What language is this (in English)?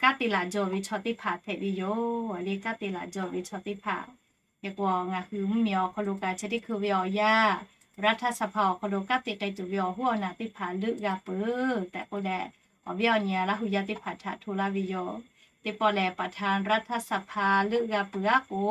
Lahu